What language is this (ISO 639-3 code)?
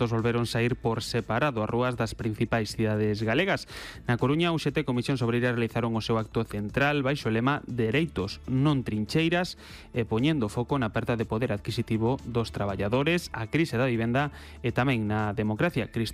glg